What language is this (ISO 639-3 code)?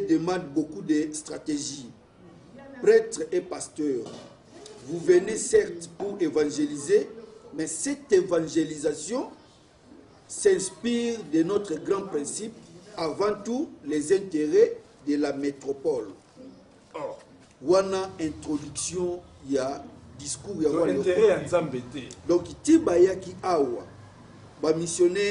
lin